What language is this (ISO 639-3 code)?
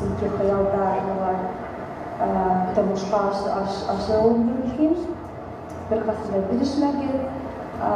bak